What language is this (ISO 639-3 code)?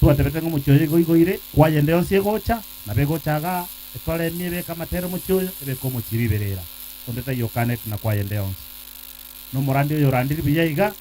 guz